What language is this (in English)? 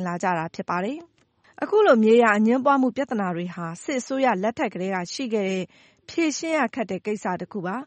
Burmese